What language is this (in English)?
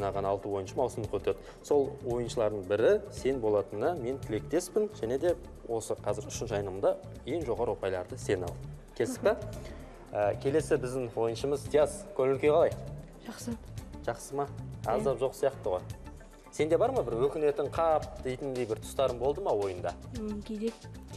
Kazakh